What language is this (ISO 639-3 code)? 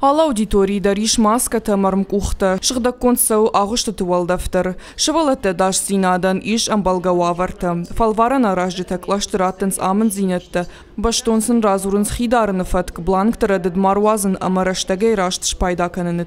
oss